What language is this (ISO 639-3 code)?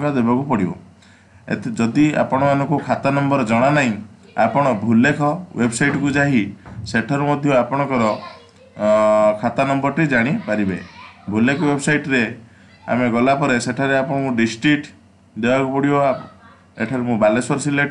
ori